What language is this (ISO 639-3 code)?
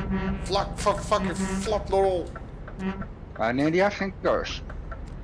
nld